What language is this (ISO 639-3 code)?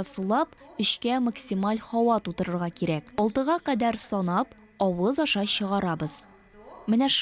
tat